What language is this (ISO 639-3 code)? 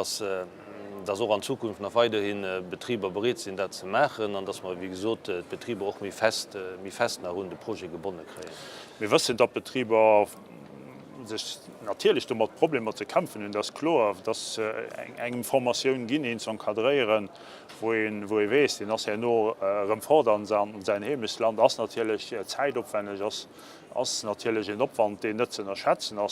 ltz